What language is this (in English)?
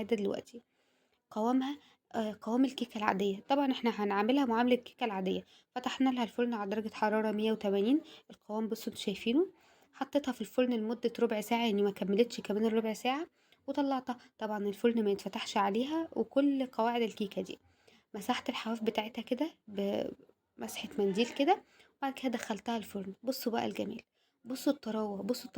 Egyptian Arabic